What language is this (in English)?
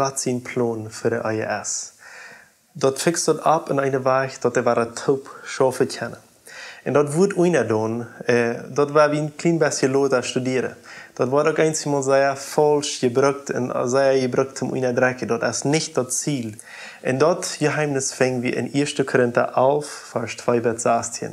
Plautdietsch